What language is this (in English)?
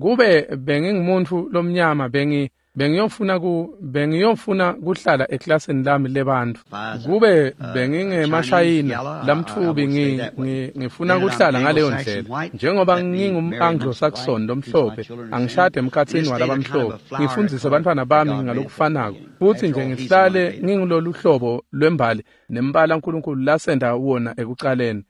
Swati